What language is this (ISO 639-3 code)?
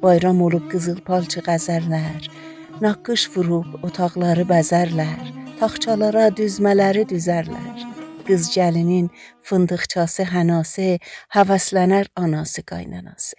azb